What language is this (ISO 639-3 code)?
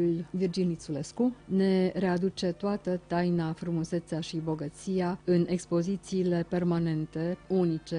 ron